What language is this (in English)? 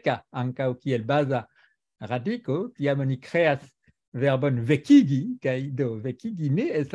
Esperanto